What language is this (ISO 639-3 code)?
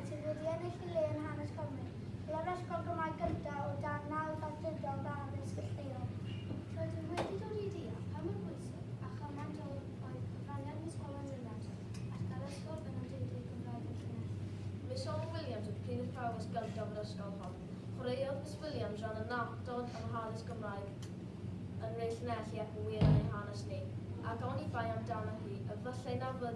cym